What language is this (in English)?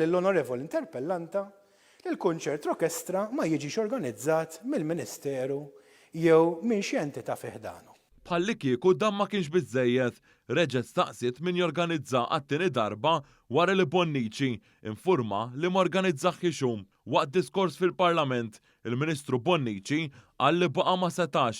Maltese